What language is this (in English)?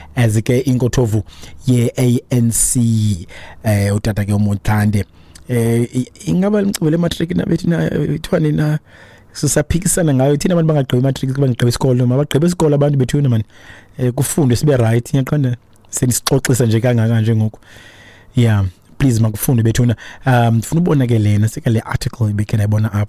Xhosa